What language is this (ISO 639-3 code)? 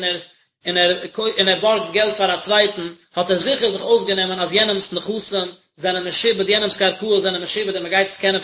yid